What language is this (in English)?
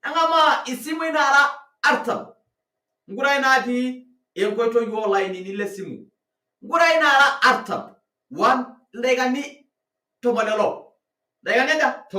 Masai